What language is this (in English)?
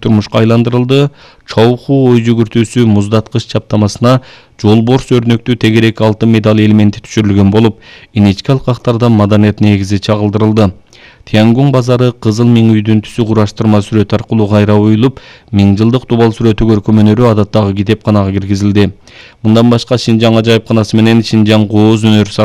Kyrgyz